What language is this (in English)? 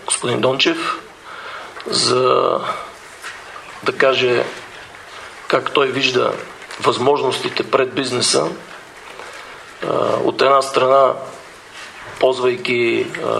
Bulgarian